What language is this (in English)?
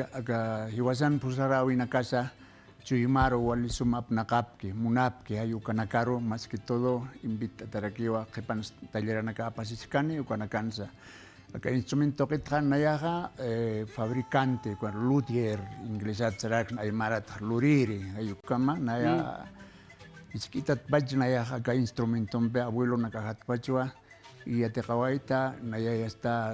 Aymara